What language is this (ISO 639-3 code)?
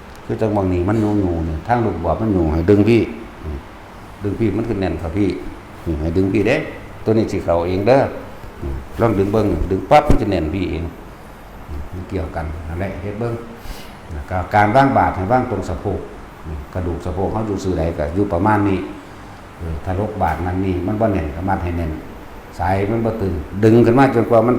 tts